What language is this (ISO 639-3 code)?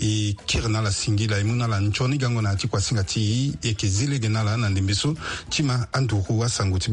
sag